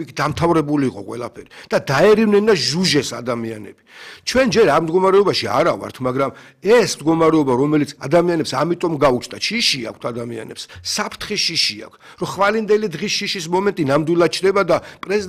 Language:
Georgian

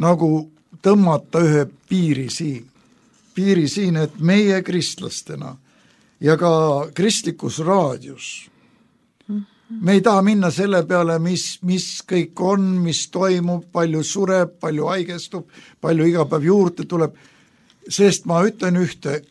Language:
Estonian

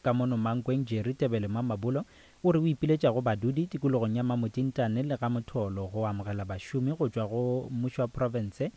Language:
Northern Sotho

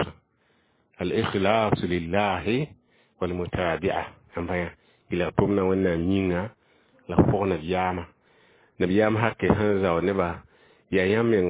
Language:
Mossi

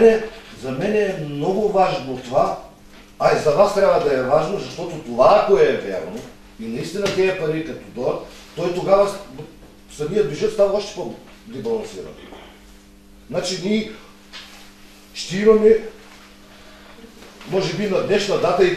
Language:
Bulgarian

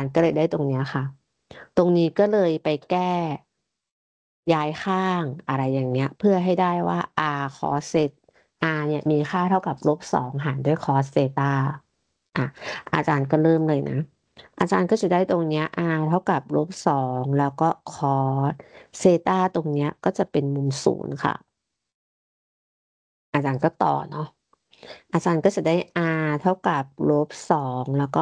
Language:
Thai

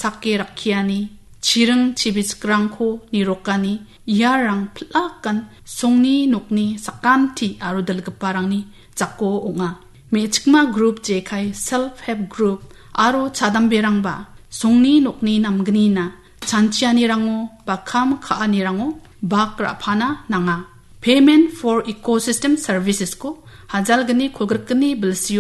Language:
Garo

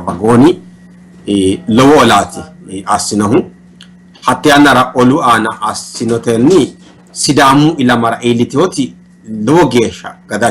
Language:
Sidamo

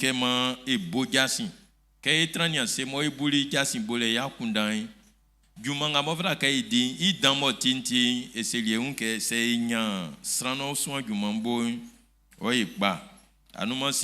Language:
Baoulé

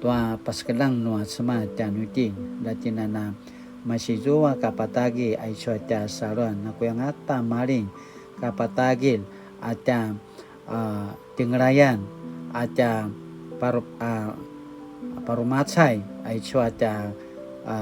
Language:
Paiwan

